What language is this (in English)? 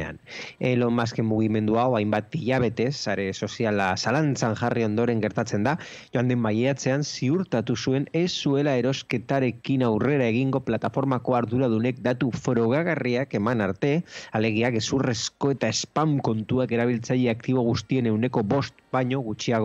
Basque